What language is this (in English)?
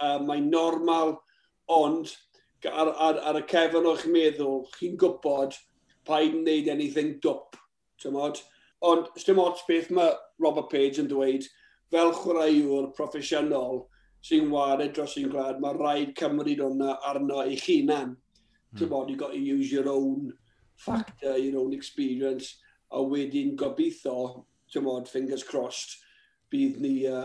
Welsh